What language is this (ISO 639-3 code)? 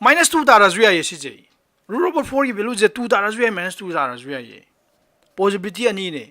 mni